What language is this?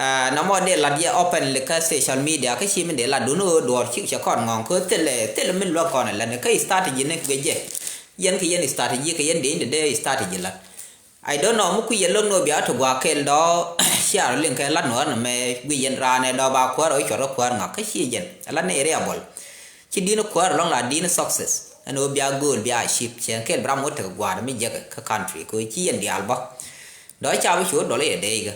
Nuer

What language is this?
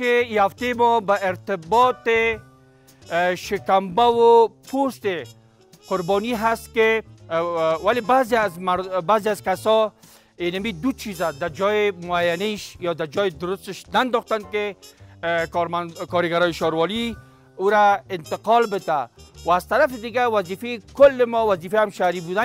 Persian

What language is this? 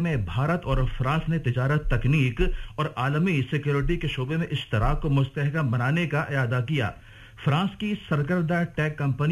Urdu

